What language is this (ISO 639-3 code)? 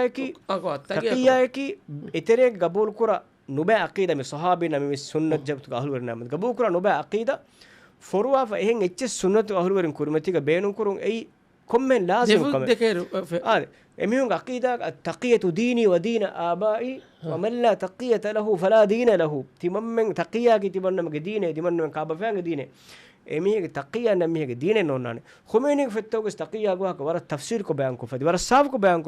div